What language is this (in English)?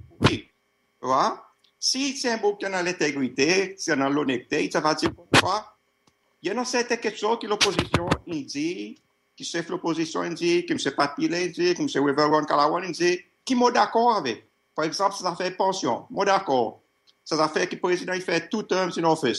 Seselwa Creole French